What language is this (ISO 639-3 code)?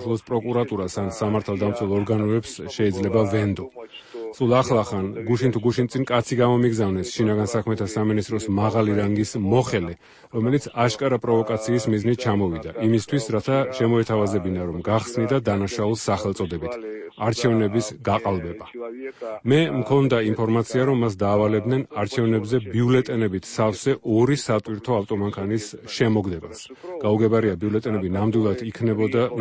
kat